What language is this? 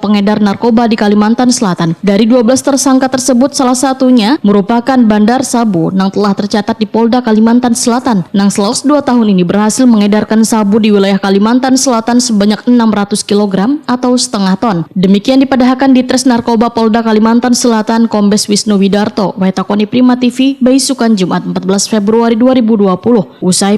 Banjar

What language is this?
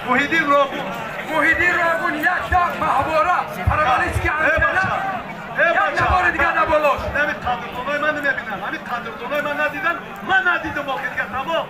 Tajik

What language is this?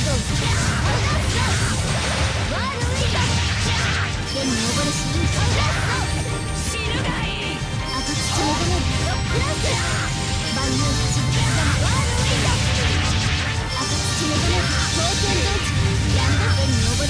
Japanese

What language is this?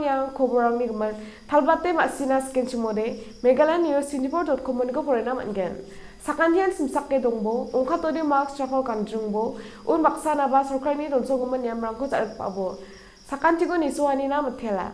Garo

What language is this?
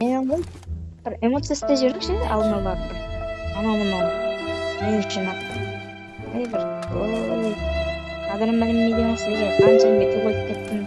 Kara-Kalpak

